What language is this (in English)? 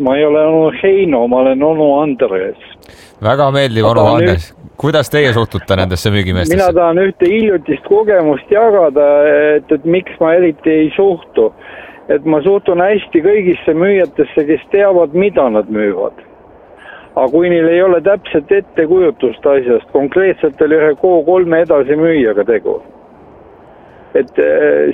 Estonian